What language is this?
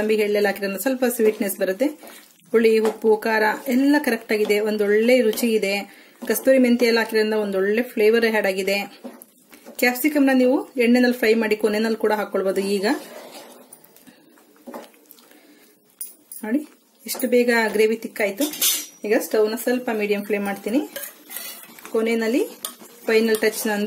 Kannada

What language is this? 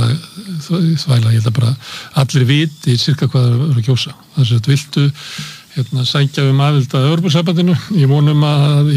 Icelandic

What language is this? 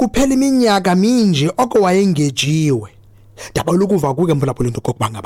Xhosa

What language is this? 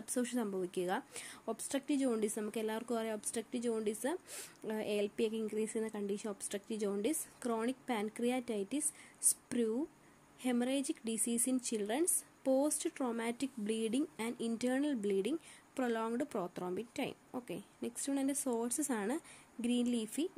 Malayalam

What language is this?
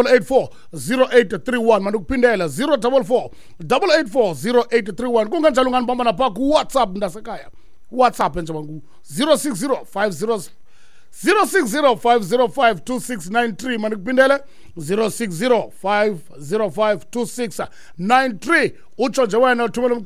Xhosa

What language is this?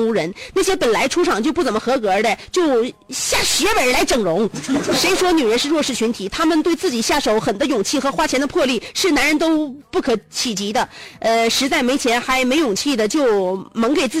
Chinese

